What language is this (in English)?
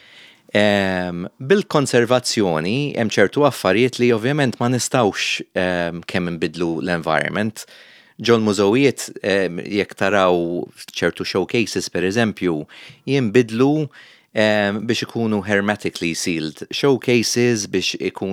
Maltese